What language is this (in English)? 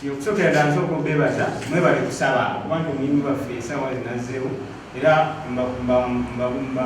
Ganda